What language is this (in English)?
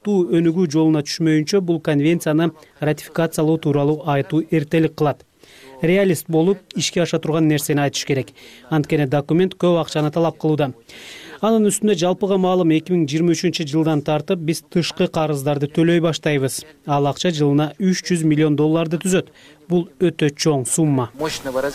Kyrgyz